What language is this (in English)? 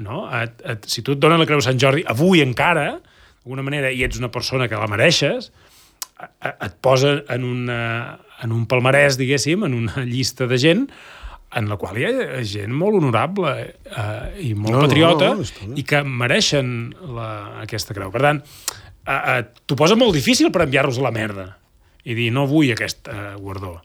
Catalan